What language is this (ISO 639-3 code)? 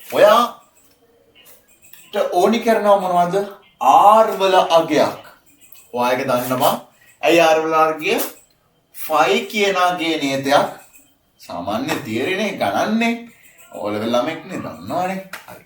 sin